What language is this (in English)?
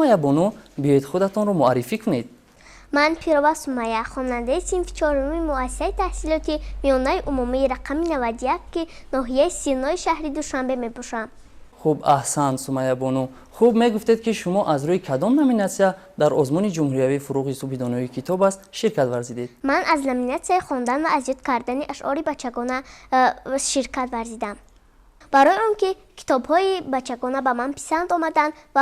Tajik